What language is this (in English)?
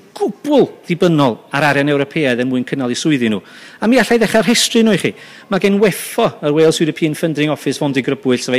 Welsh